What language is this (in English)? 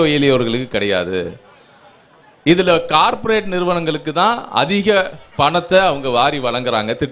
Tamil